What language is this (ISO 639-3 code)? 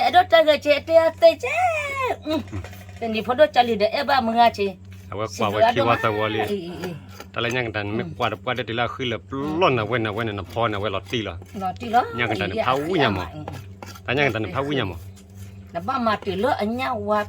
ksw